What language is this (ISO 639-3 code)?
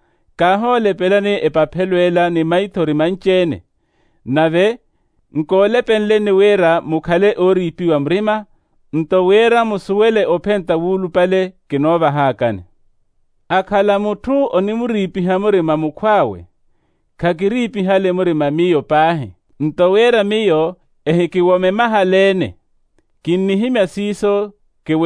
vmw